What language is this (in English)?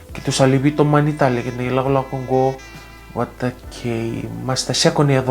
Fijian